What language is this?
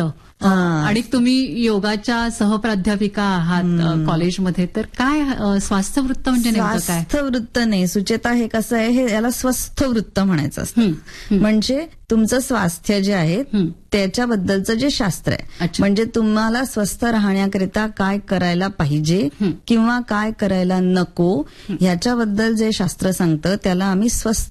Marathi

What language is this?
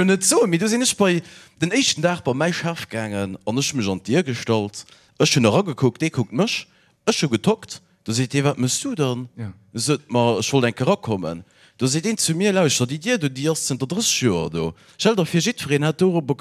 Luxembourgish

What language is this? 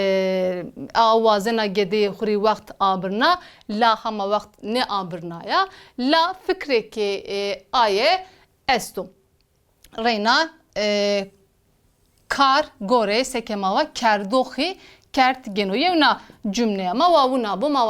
Zaza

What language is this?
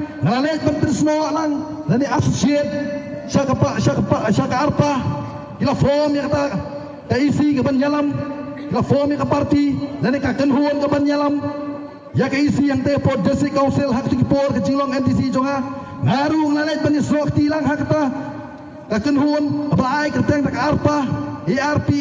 Khasi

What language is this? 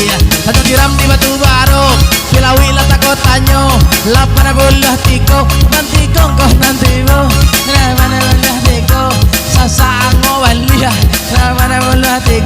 Minangkabau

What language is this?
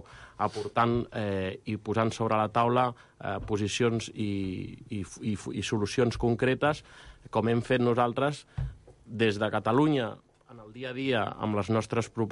Catalan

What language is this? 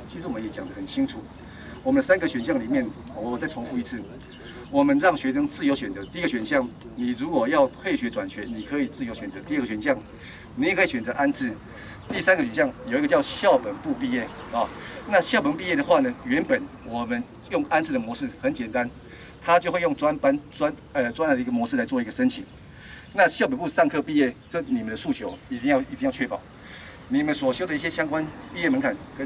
Chinese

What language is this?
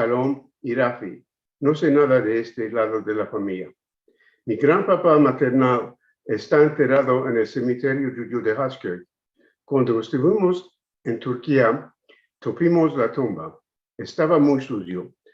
Ladino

